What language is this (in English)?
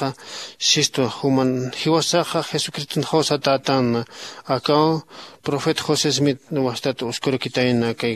Aymara